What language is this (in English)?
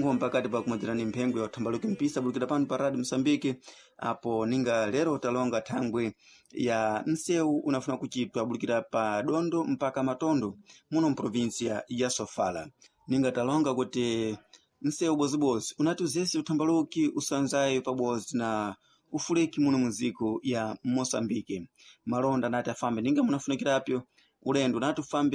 Sena